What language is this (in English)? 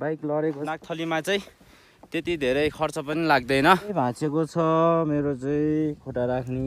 Nepali